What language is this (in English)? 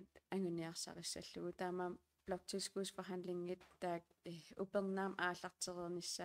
Kalaallisut